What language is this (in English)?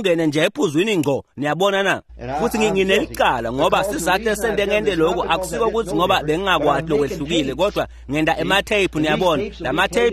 Swati